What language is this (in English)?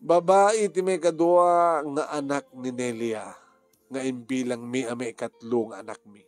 Iloko